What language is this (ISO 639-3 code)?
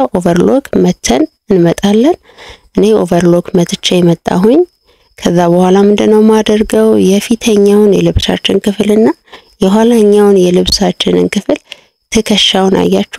amh